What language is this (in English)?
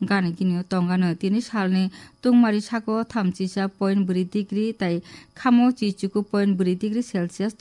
Kok Borok